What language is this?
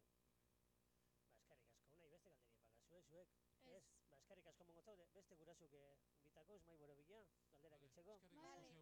Basque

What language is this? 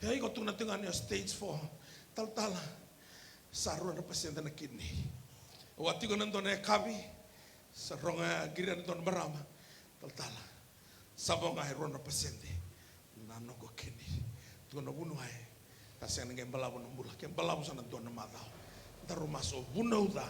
Fijian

